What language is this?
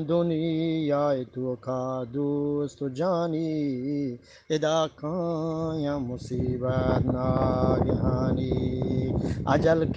Eastern Balochi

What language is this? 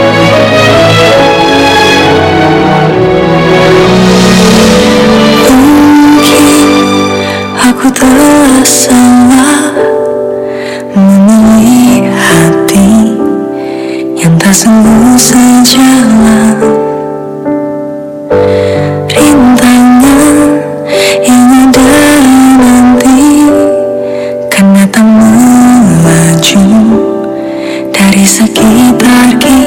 Indonesian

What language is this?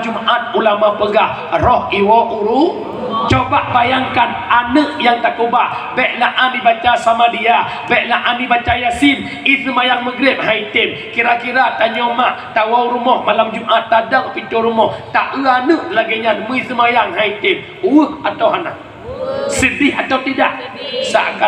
Achinese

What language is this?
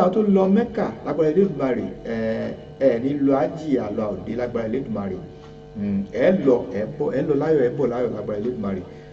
Yoruba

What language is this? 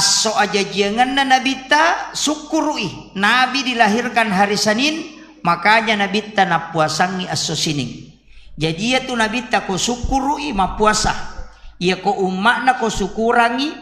Buginese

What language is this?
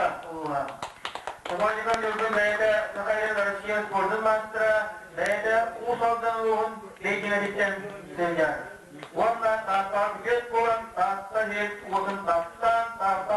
Yakut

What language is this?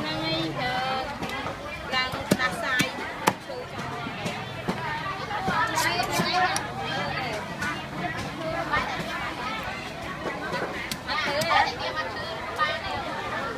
Vietnamese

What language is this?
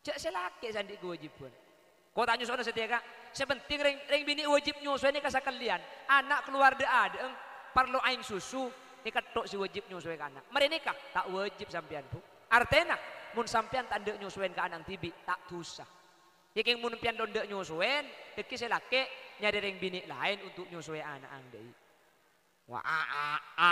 Madurese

